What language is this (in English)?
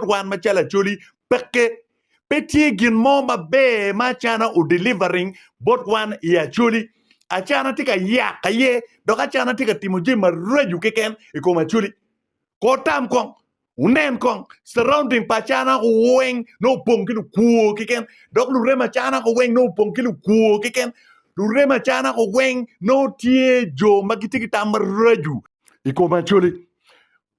Acoli